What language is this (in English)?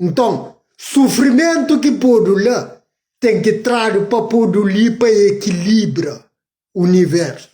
Kabuverdianu